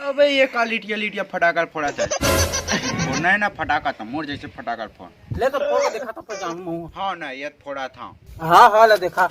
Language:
Chhattisgarhi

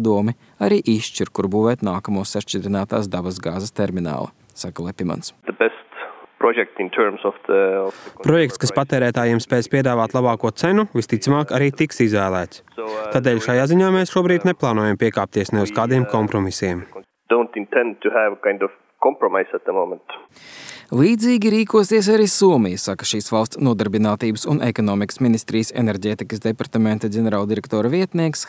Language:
Latvian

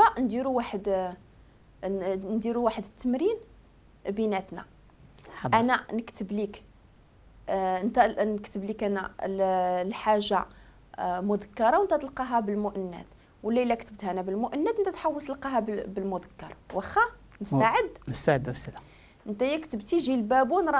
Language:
Moroccan Arabic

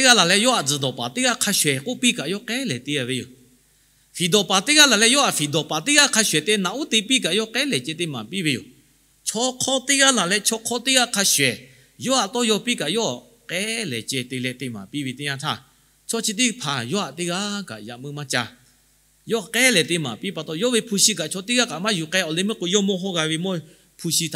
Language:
Lahu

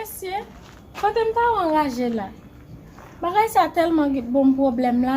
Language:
Haitian Creole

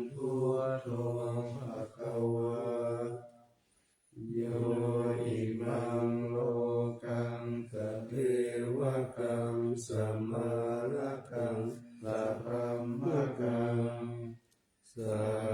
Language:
Pali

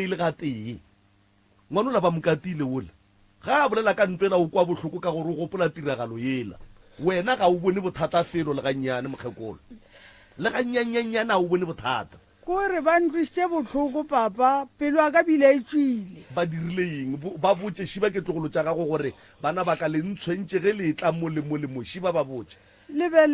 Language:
Northern Sotho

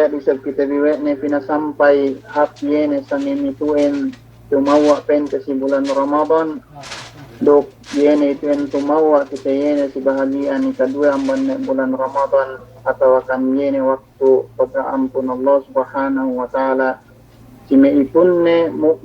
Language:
Yakan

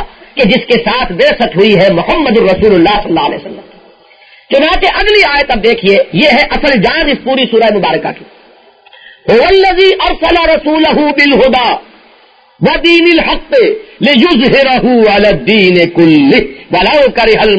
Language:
Urdu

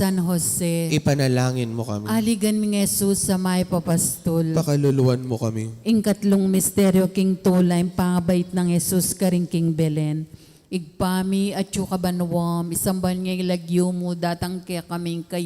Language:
Pampanga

